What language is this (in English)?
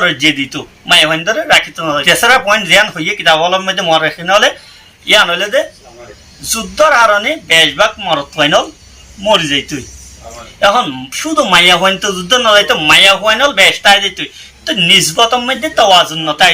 Rohingya